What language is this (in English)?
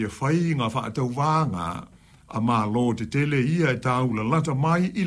Samoan